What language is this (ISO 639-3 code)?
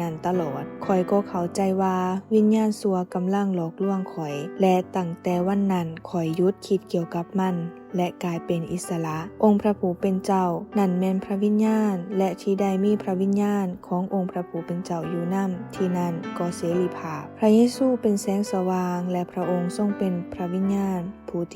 lao